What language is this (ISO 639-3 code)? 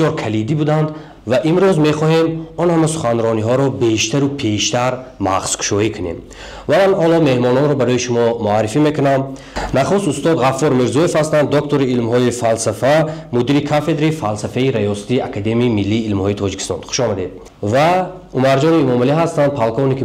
tgk